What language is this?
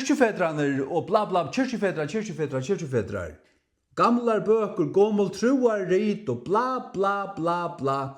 Faroese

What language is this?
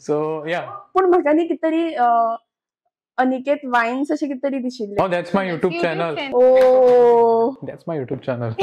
Konkani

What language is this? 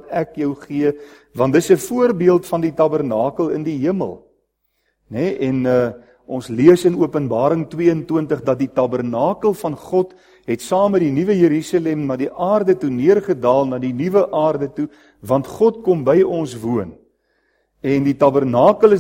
Afrikaans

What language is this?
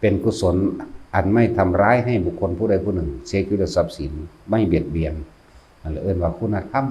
Northeastern Thai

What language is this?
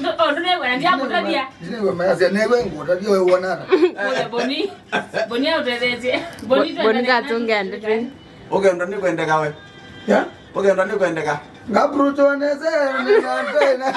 Kamba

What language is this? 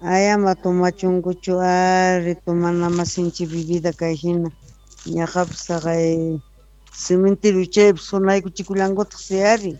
Quechua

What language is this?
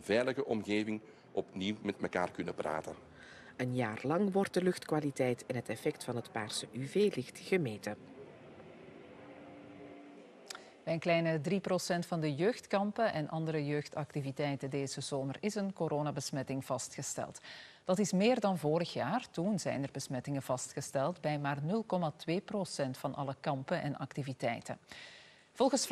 Dutch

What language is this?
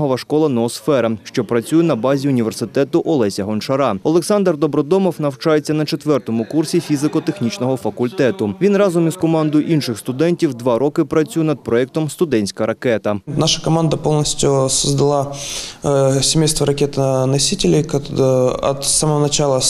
Ukrainian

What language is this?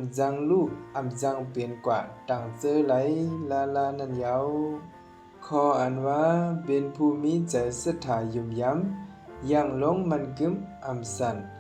Shan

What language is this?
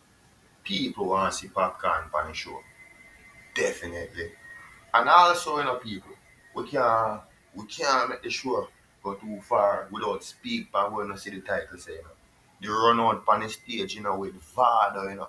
Jamaican Creole English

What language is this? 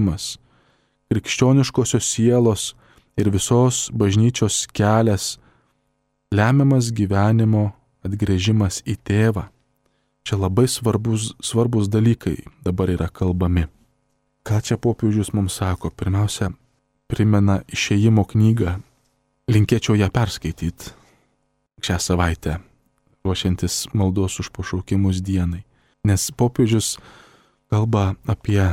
Lithuanian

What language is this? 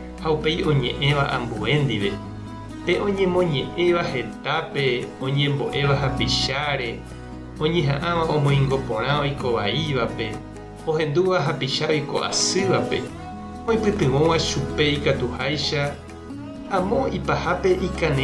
Guarani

